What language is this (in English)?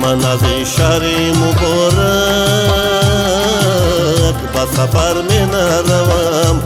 Tajik